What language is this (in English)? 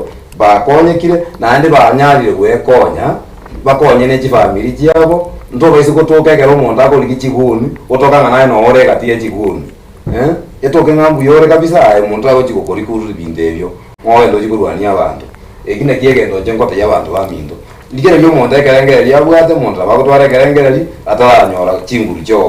Gusii